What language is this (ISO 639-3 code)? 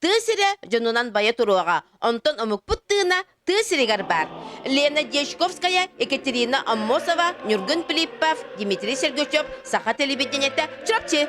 sah